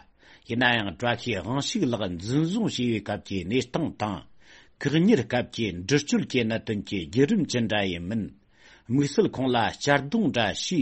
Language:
Tibetan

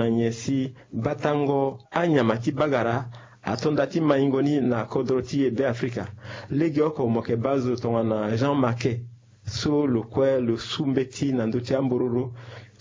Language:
Sango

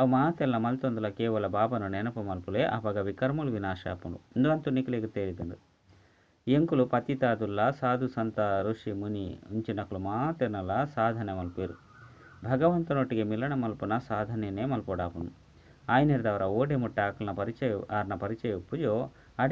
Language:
Tulu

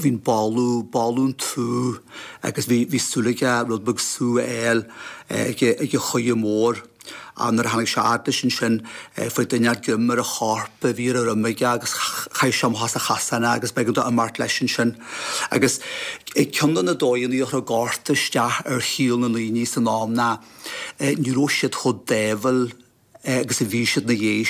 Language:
Irish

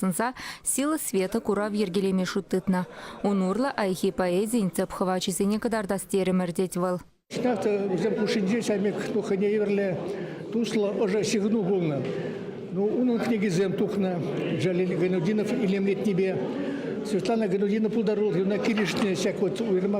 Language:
Chuvash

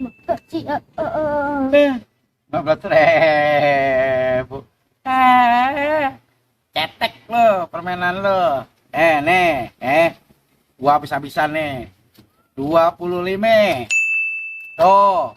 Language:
Betawi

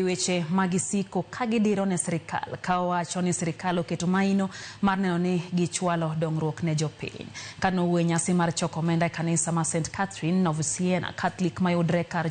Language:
Luo (Kenya and Tanzania)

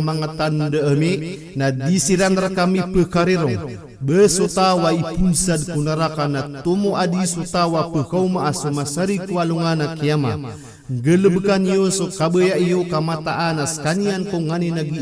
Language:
Maranao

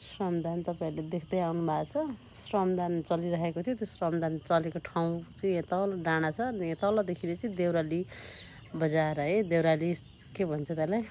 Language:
Nepali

